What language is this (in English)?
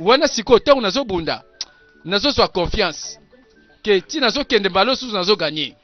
Lingala